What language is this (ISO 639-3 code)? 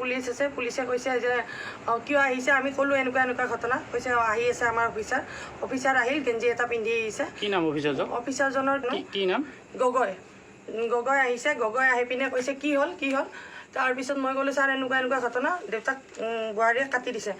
asm